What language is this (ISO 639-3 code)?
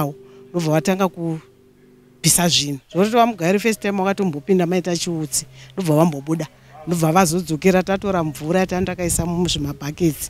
sna